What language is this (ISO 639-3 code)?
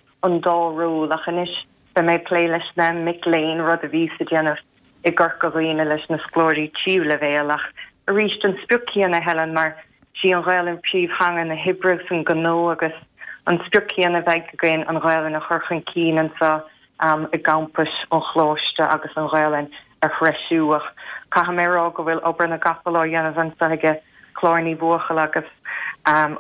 gle